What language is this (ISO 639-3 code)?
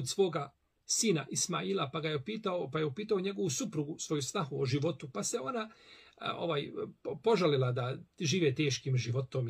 bos